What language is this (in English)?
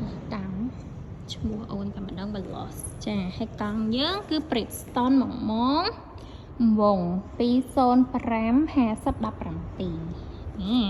Khmer